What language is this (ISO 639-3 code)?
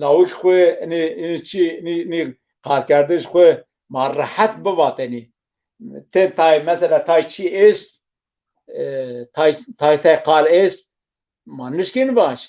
zza